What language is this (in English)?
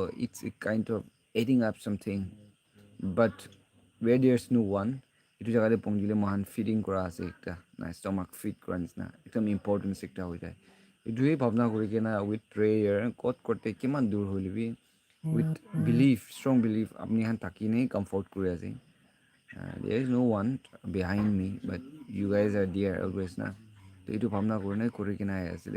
Naga Pidgin